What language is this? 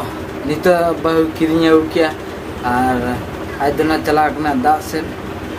Santali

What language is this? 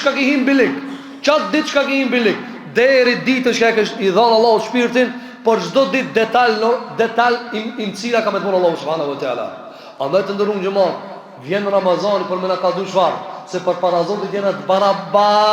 Albanian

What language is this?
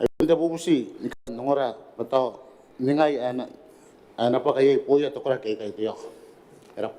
Gilbertese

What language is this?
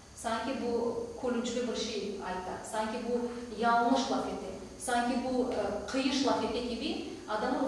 Crimean Tatar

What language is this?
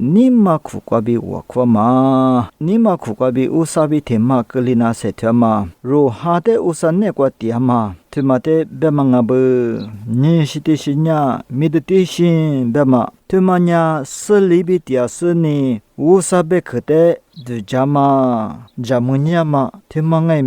Lisu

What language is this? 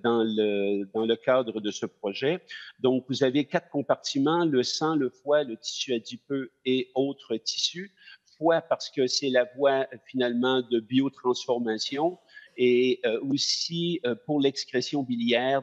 French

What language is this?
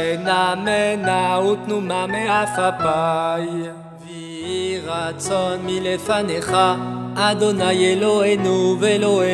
Hebrew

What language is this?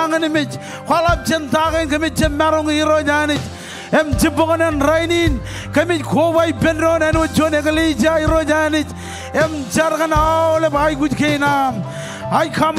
Marshallese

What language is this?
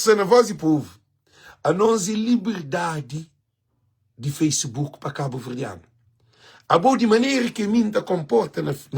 Kabuverdianu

